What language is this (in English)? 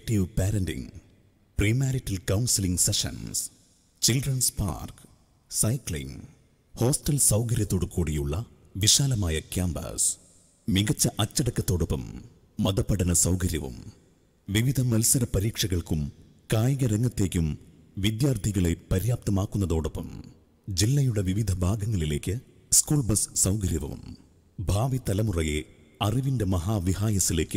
Malayalam